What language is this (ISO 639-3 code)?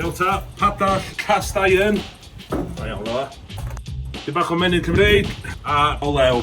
cym